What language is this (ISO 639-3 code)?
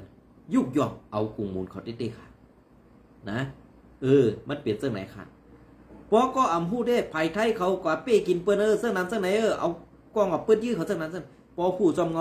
shn